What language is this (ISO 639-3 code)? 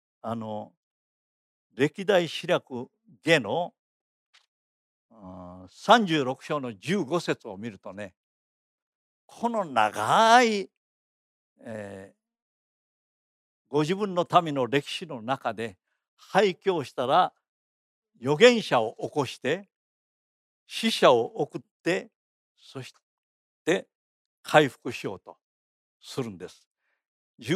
jpn